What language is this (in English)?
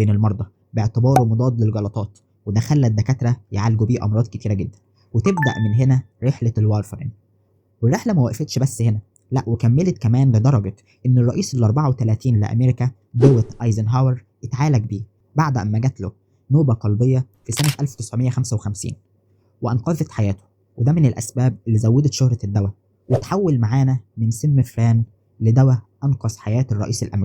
Egyptian Arabic